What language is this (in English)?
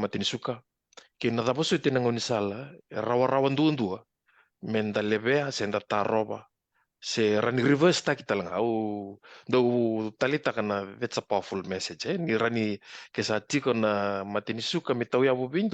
Fijian